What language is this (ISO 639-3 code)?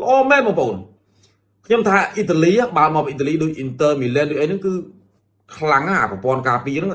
khm